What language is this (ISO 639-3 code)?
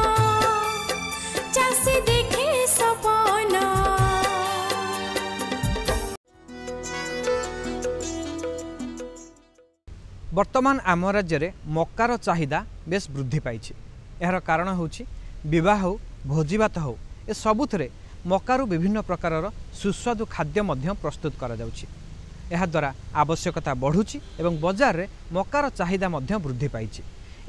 ori